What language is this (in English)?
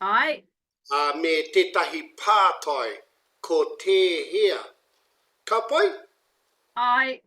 Māori